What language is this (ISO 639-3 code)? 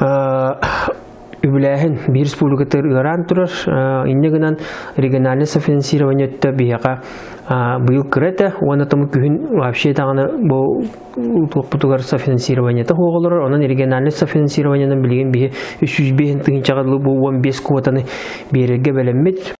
sah